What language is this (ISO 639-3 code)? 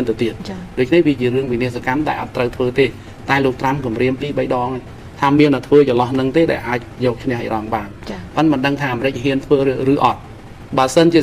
khm